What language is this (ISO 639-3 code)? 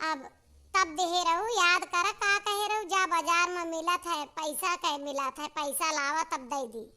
awa